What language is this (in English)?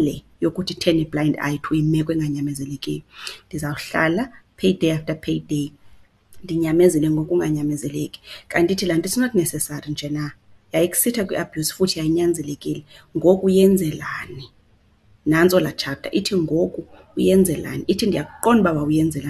Xhosa